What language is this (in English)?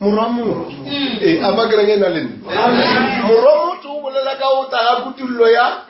Northern Sotho